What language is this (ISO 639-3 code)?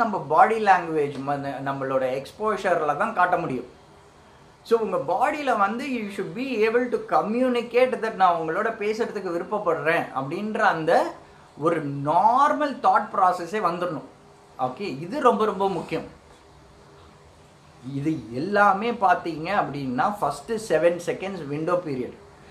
tam